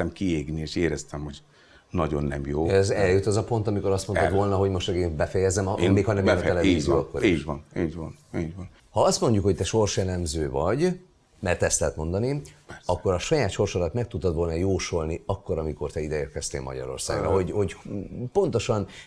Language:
Hungarian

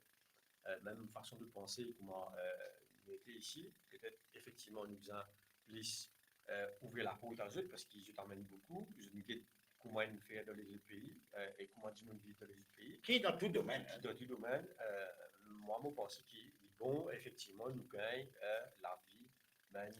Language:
Morisyen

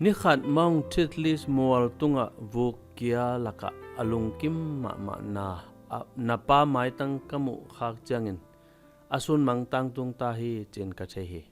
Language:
Tedim Chin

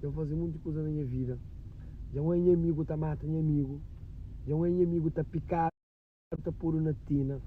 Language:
Kabuverdianu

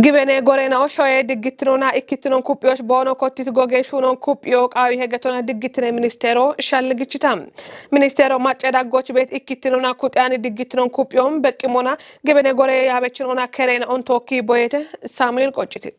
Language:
Kafa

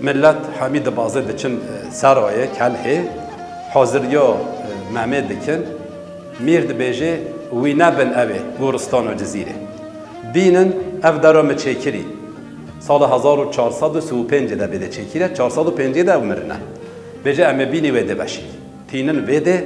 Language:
Kurdish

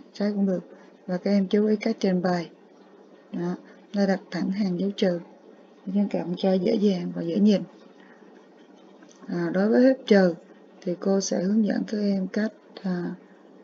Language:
Vietnamese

